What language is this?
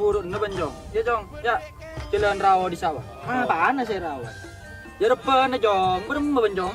Madurese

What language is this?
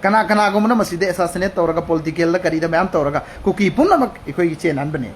Manipuri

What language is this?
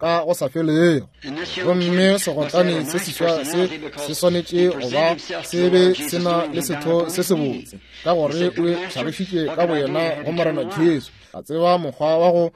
Northern Sotho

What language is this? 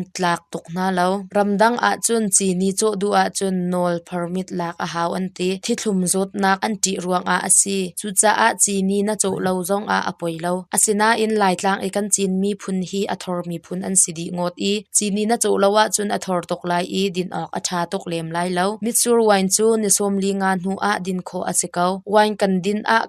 Hakha Chin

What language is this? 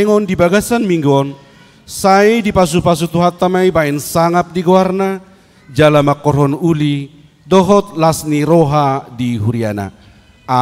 Batak Toba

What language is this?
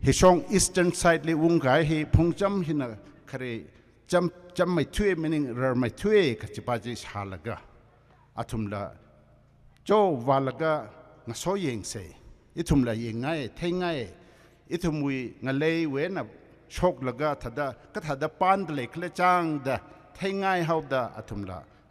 Tangkhul Naga (India)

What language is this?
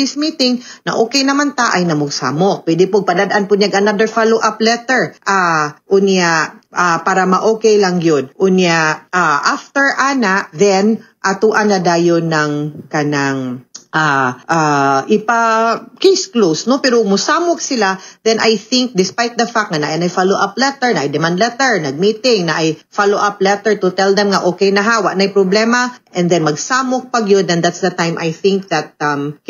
Cebuano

